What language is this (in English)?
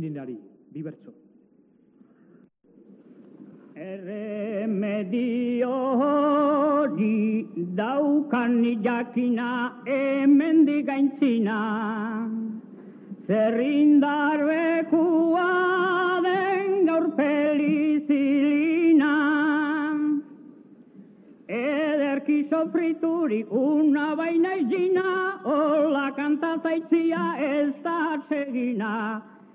Basque